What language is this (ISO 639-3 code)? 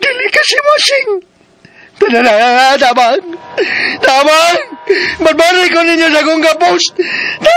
ceb